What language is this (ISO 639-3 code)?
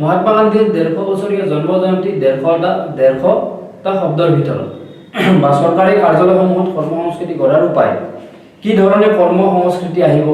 asm